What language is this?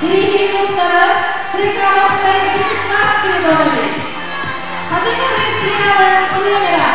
Yakut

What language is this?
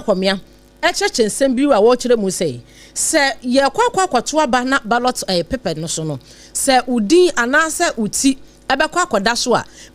Akan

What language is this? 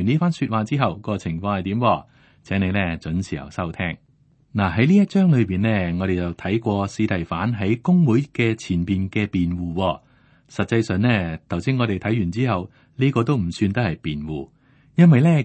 Cantonese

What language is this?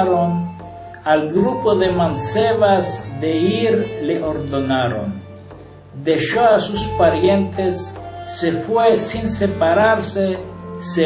Ladino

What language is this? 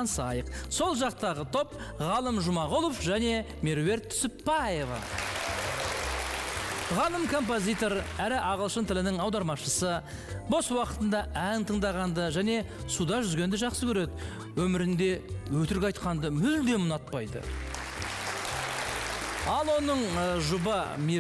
Kazakh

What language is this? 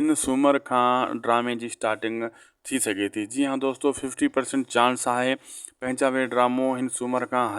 Sindhi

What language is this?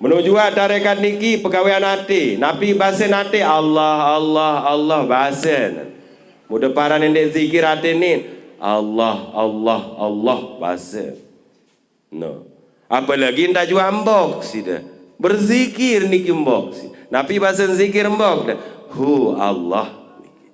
Sasak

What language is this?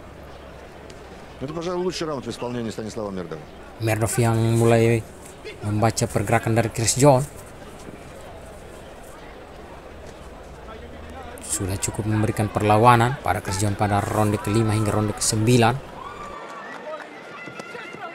Indonesian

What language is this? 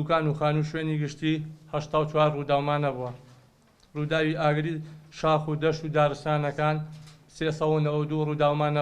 Central Kurdish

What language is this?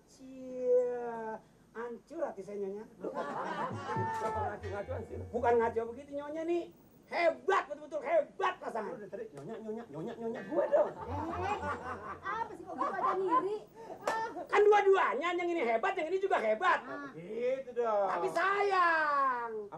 Betawi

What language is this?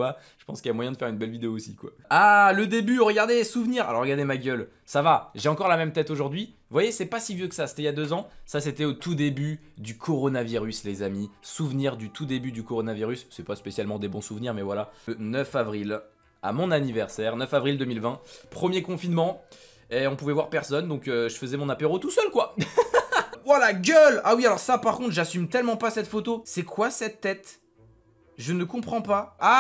French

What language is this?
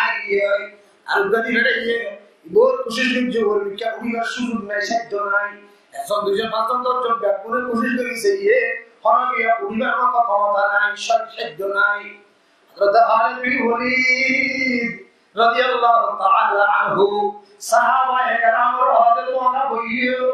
Rohingya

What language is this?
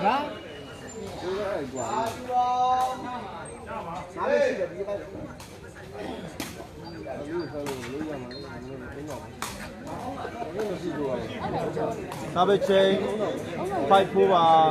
Burmese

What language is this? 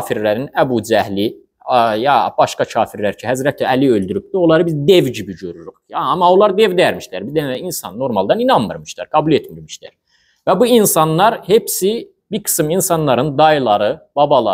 Azerbaijani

